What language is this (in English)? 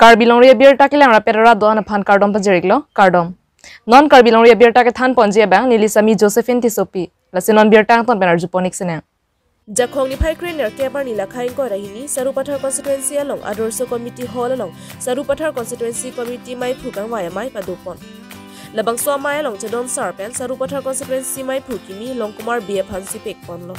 Karbi